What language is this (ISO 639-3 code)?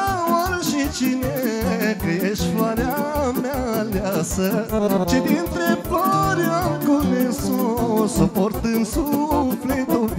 ron